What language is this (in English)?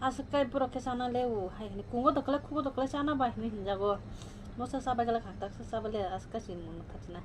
Kok Borok